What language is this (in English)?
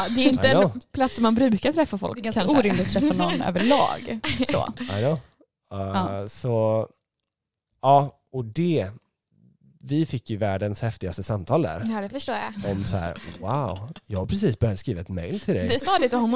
Swedish